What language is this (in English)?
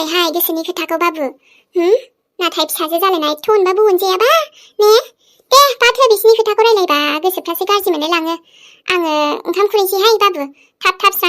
Bodo